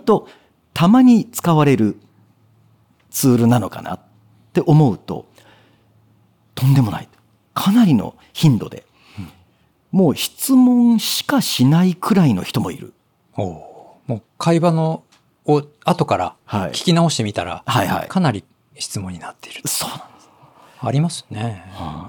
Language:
Japanese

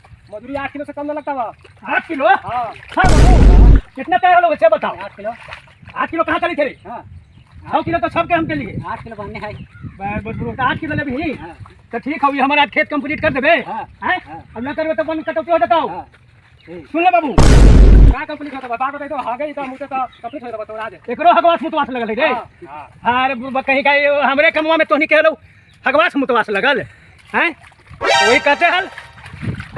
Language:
Magahi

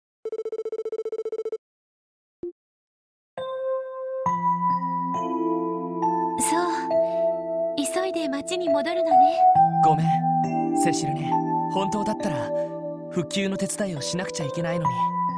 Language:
Japanese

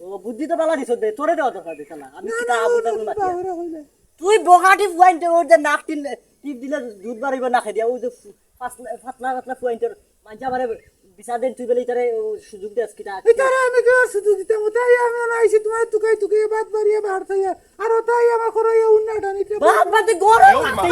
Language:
Sylheti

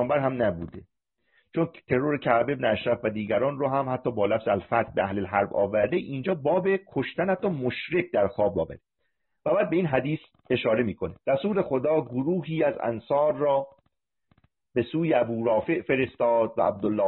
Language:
Persian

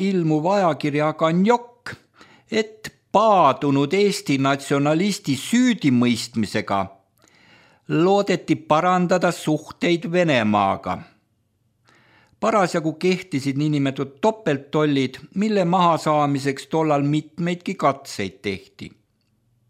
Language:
Estonian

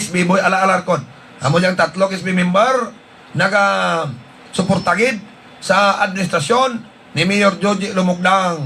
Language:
Hiligaynon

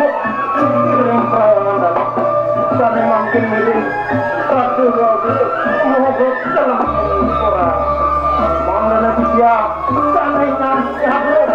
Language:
Balinese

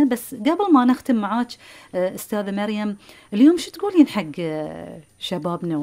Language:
Gulf Arabic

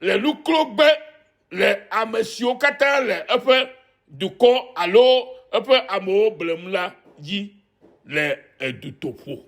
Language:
Ewe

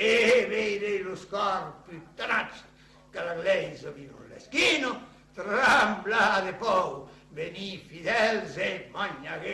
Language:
Occitan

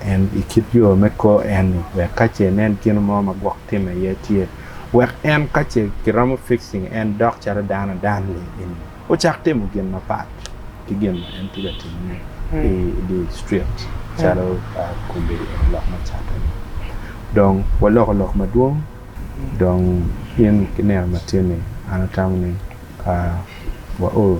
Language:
Acoli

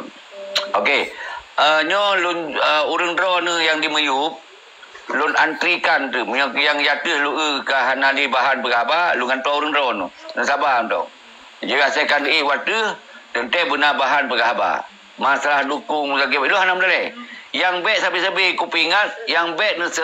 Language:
Achinese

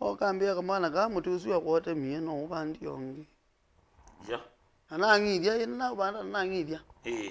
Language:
Kamba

